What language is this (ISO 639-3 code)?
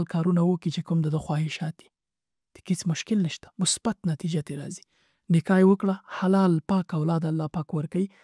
pus